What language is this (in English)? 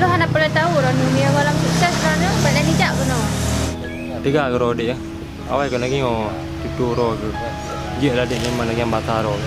Achinese